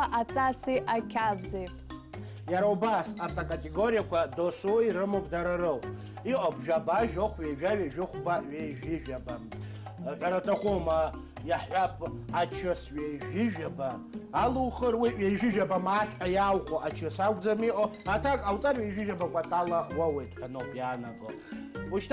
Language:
Abkhazian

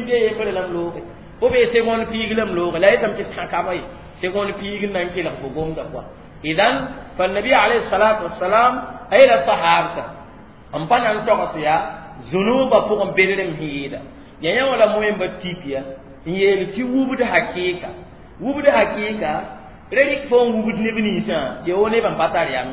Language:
Mossi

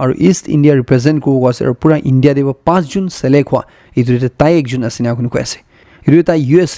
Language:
Naga Pidgin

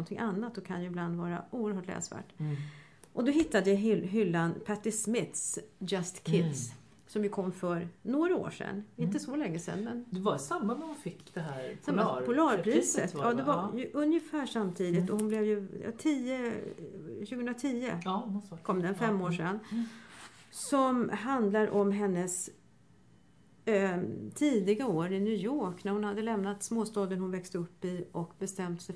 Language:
Swedish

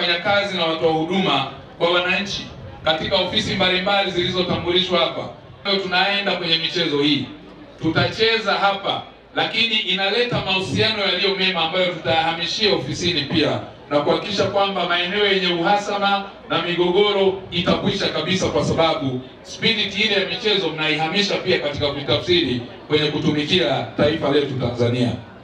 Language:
Swahili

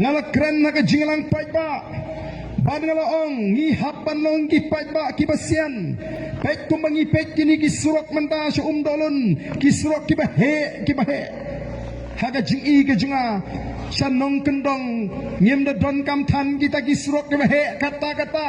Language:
Khasi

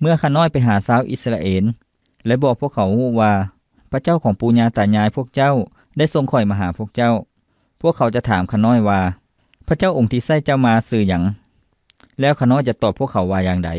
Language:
Lao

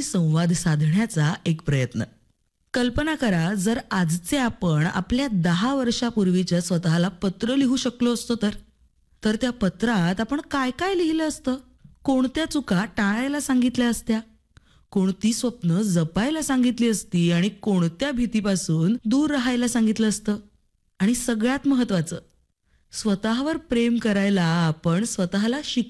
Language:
Marathi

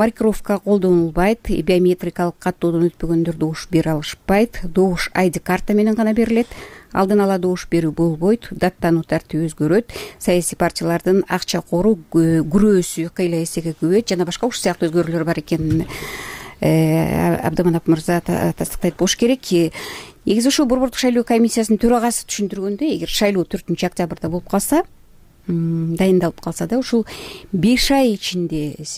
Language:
Kyrgyz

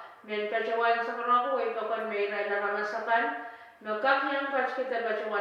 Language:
Pohnpeian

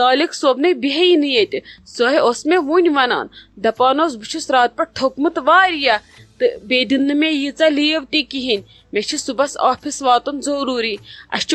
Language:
Kashmiri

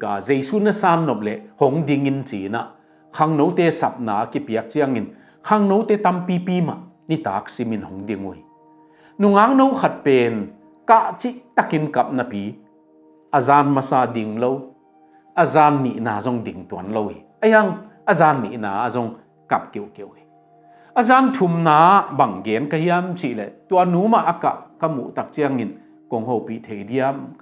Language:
Tedim Chin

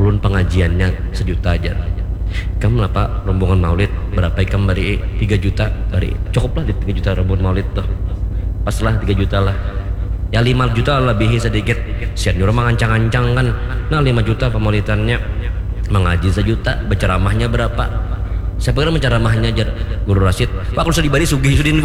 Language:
Banjar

